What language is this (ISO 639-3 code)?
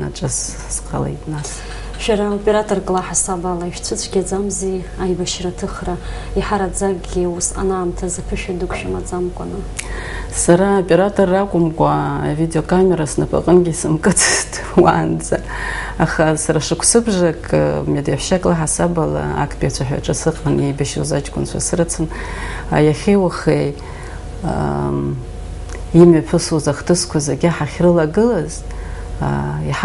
abk